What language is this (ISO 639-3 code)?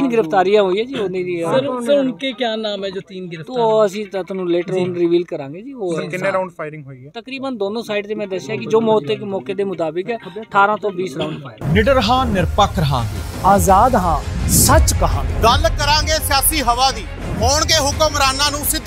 pan